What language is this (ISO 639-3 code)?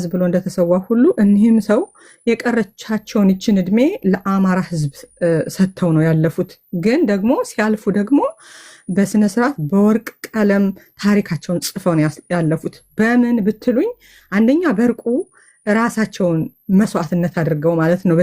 amh